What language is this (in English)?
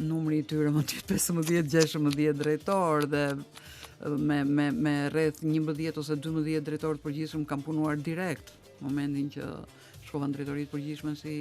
Albanian